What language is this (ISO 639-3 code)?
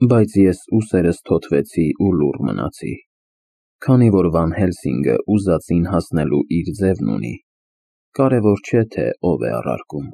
hye